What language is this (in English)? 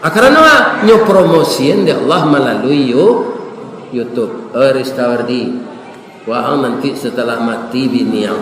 Minangkabau